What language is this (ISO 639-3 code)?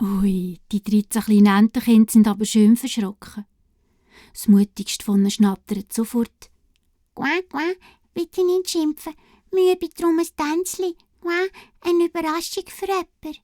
gsw